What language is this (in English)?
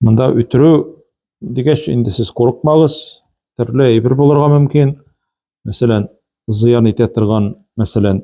Tatar